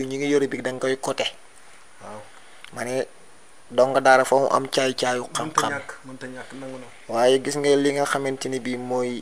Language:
Wolof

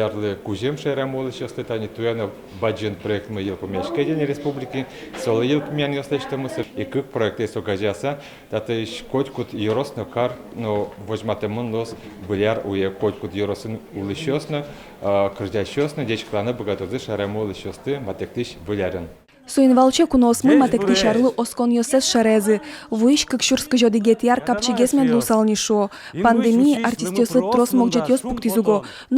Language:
Udmurt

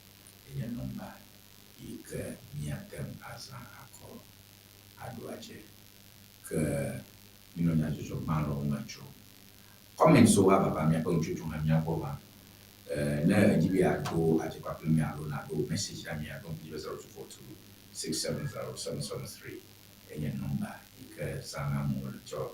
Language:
Ewe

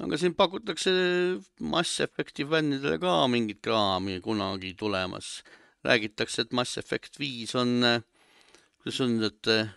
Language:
Estonian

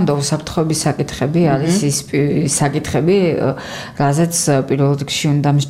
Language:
Georgian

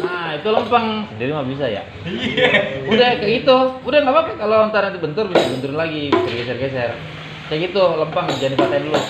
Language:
Betawi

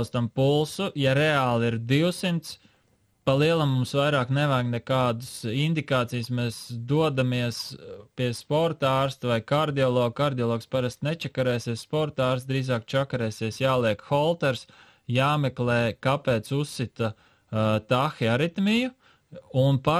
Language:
Latvian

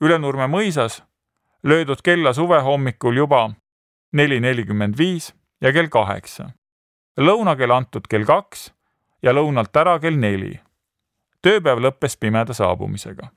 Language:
Estonian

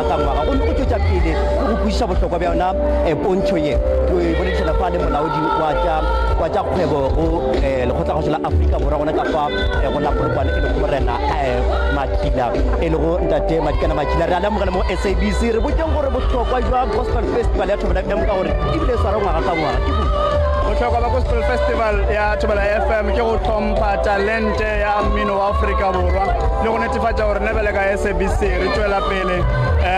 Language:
Northern Sotho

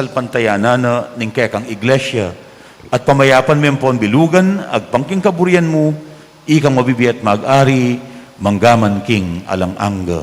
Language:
Pampanga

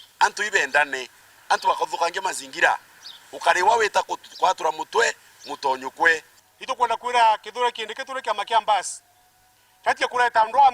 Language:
Meru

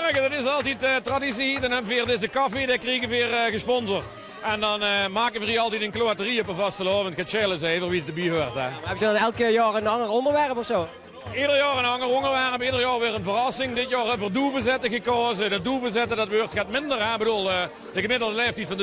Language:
Limburgish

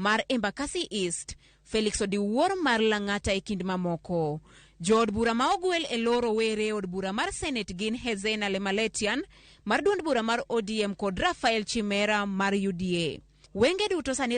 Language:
Luo (Kenya and Tanzania)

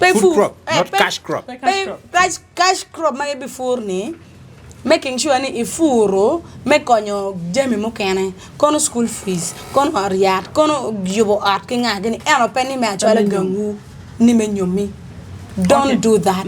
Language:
Acoli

